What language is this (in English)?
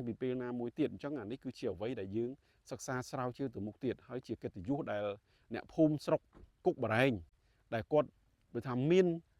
Khmer